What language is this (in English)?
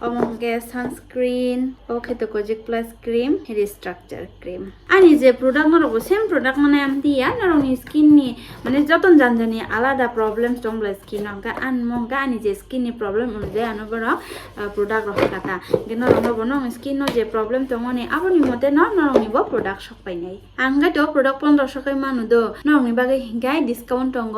Kok Borok